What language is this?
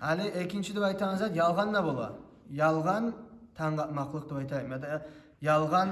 Kumyk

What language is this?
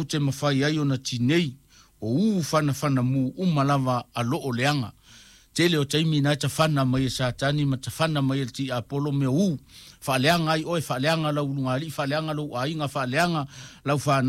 Samoan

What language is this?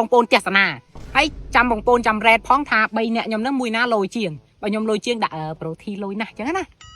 Khmer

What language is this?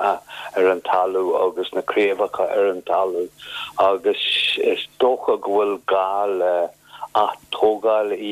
Irish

